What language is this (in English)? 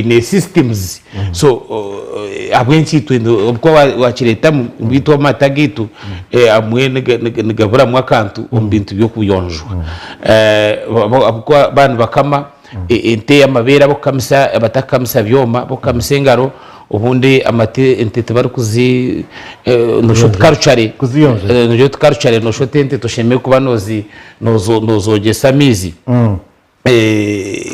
Nyankole